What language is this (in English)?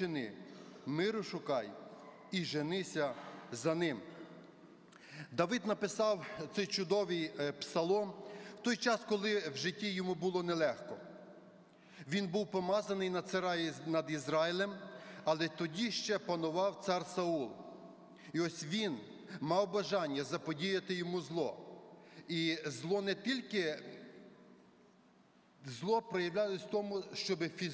Ukrainian